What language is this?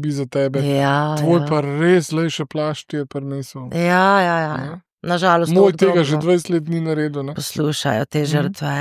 Slovenian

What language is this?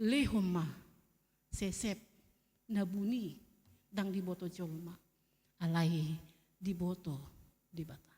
Batak Toba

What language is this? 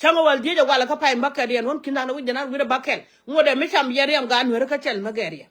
Nuer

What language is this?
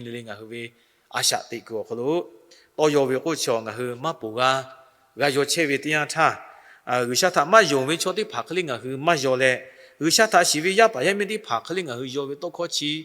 Lahu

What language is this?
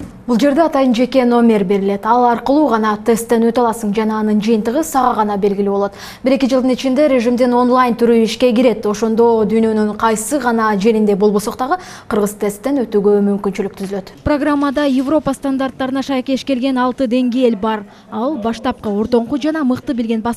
Kyrgyz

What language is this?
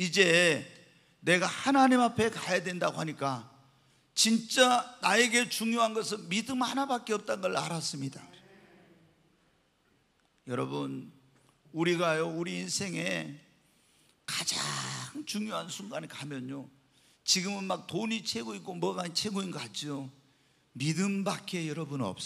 Korean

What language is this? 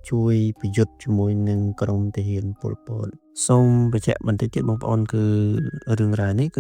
Khmer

